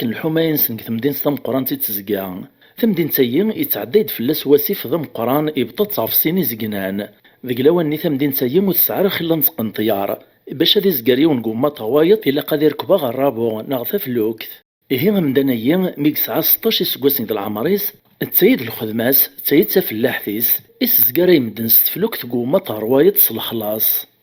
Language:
Kabyle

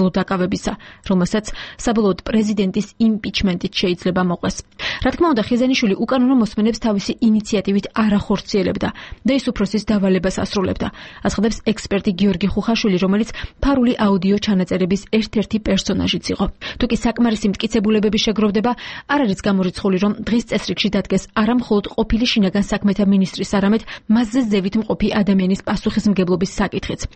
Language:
Georgian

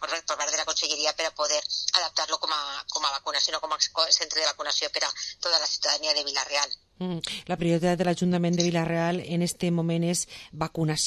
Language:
Catalan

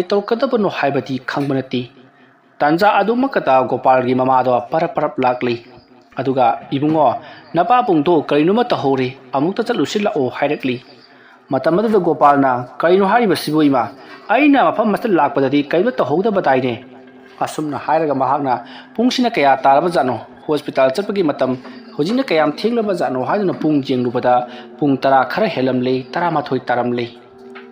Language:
Manipuri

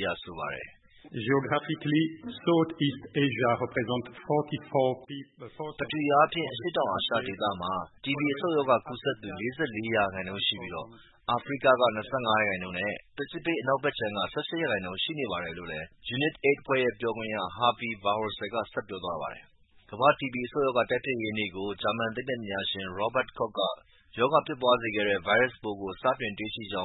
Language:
Burmese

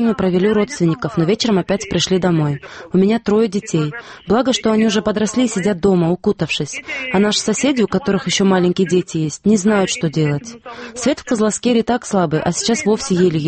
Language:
Russian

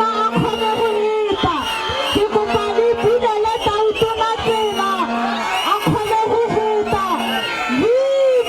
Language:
Tswana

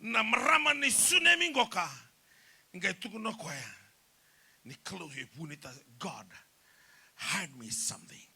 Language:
Fijian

